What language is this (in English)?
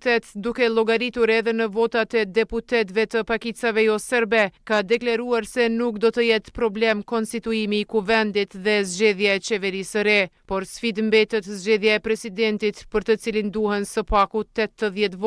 Albanian